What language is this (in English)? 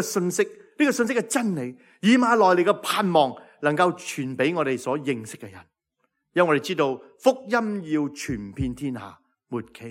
Cantonese